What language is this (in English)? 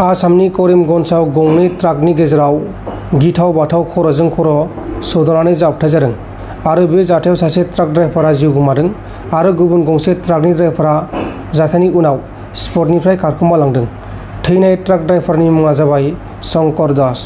Bodo